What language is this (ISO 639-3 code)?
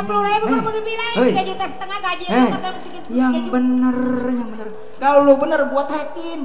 bew